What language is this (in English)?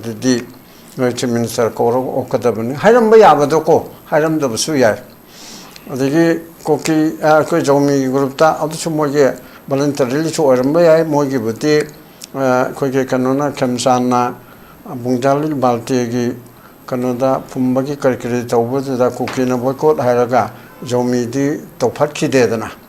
Manipuri